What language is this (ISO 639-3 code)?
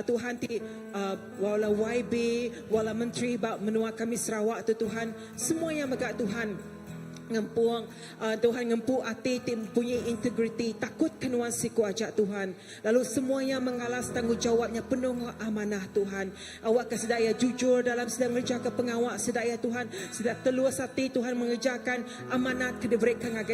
iba